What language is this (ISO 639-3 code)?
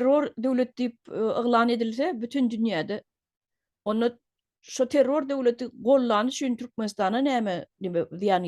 tuk